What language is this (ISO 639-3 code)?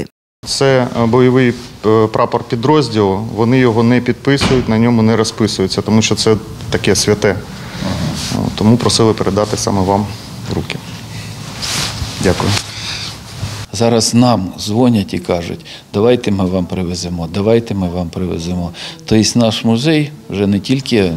ukr